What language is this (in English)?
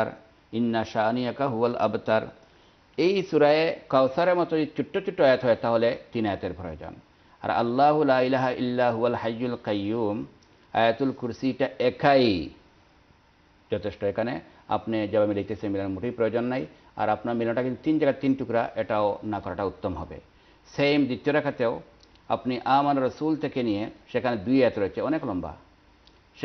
Bangla